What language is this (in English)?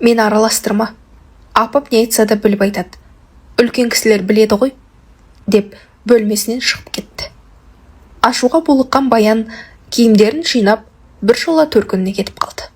Kazakh